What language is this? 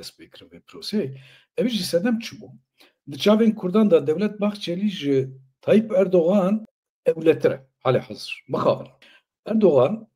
Kurdish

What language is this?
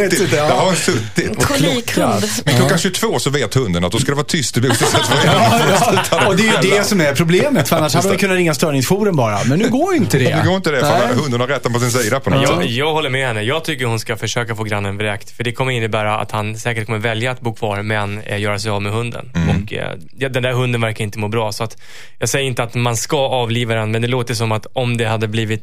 Swedish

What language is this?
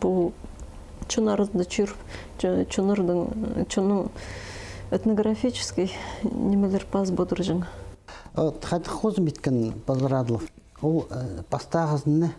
Khakas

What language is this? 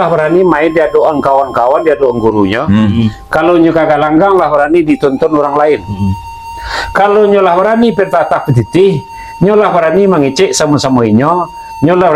Minangkabau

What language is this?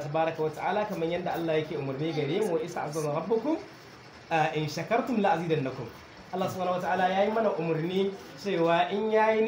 Hausa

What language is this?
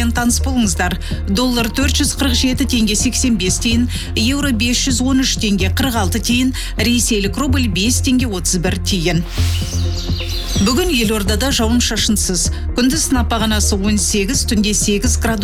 Kazakh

